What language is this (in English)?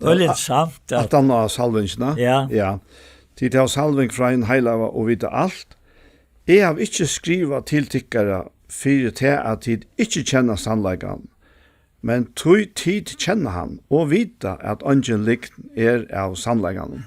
Faroese